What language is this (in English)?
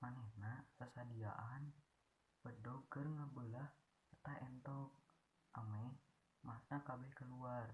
Sundanese